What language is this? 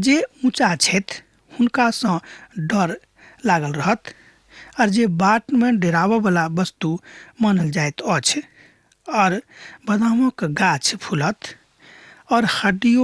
Maithili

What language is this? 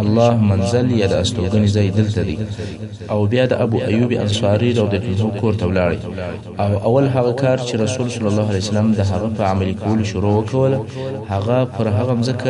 Pashto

